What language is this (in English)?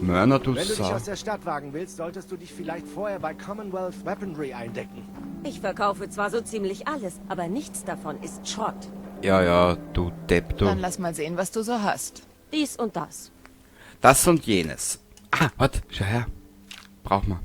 Bavarian